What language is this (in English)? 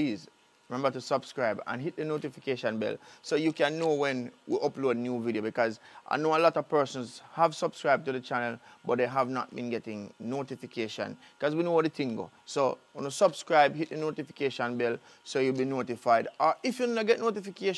Jamaican Creole English